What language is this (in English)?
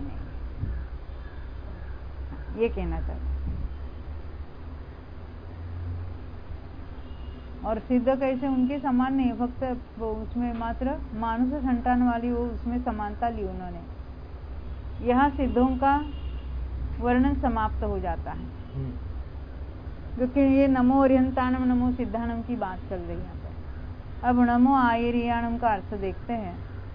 Hindi